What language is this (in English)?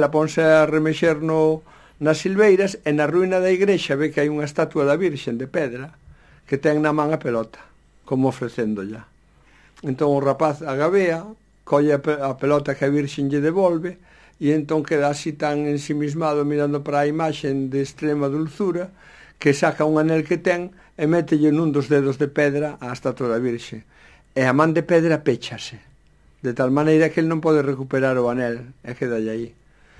Galician